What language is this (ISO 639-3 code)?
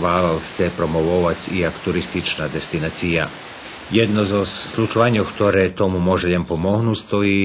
rue